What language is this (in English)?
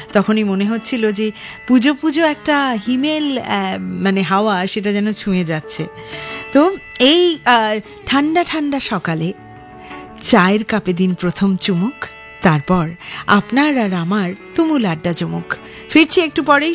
Bangla